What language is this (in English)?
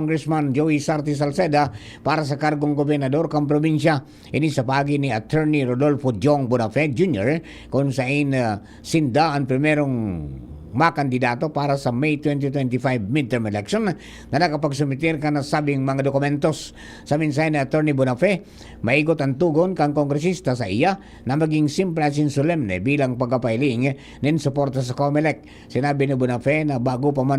Bikol